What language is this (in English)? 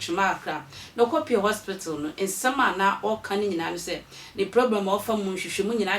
Akan